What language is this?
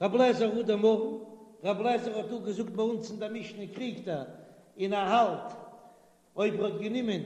Yiddish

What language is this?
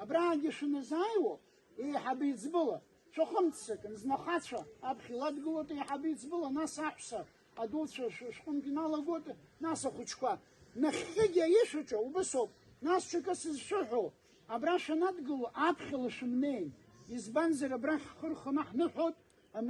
Abkhazian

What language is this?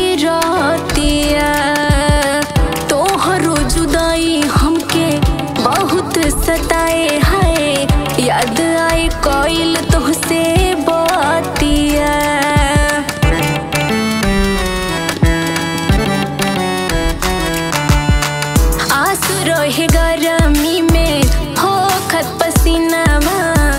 Bhojpuri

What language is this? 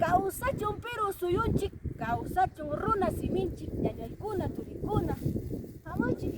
Ayacucho Quechua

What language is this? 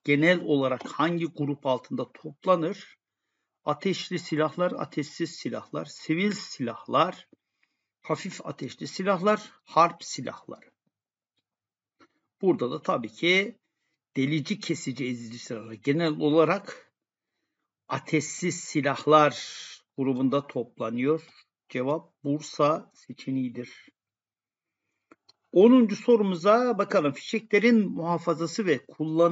Turkish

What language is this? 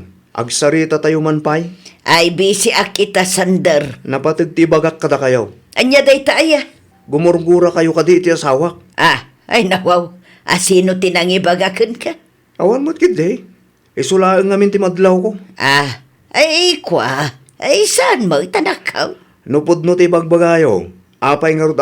Iloko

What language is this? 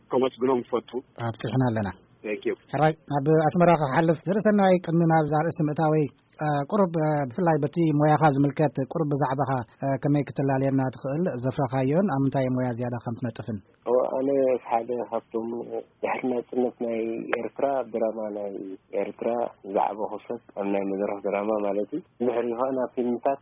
Tigrinya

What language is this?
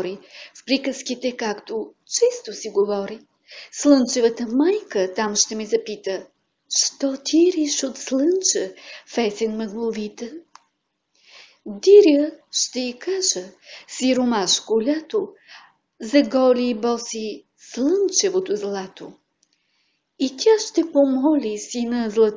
Bulgarian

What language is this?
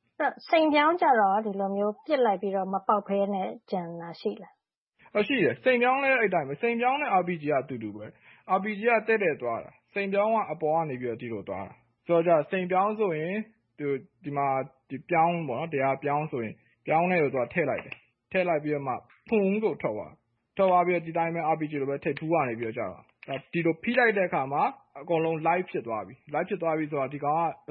Burmese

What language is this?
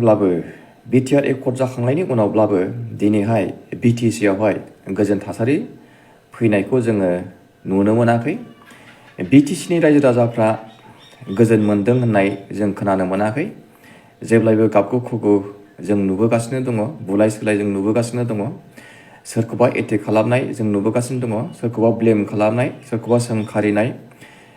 Bodo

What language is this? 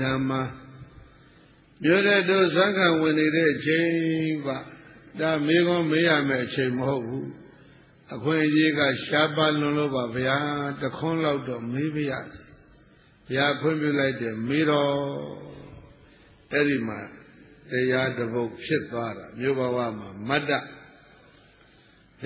Burmese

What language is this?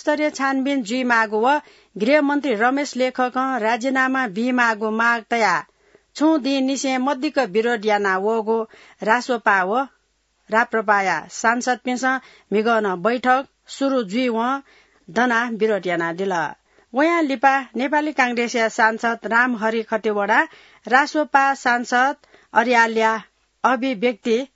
Newari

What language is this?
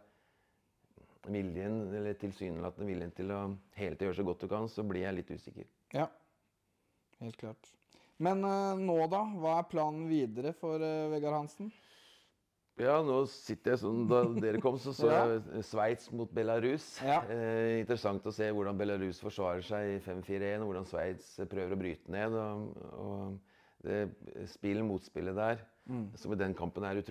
Norwegian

